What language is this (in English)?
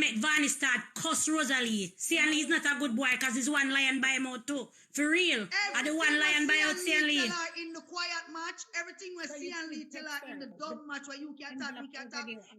Jamaican Creole English